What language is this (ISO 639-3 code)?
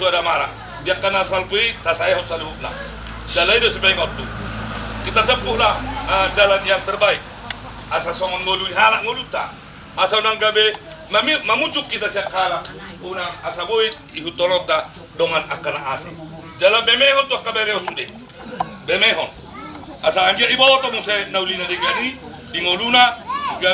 btx